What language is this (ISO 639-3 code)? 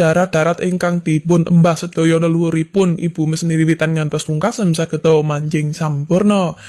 jav